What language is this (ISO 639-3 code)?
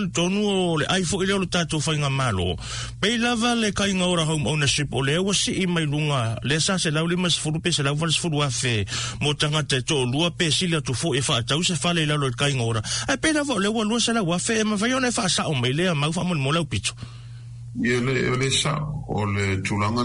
smo